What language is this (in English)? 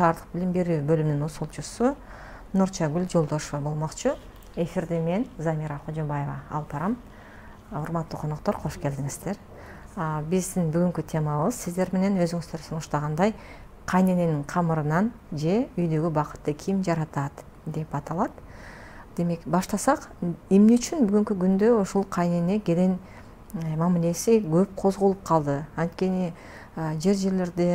Kyrgyz